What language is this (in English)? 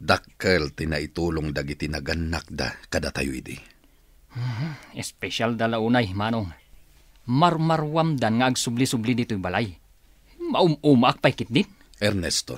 Iloko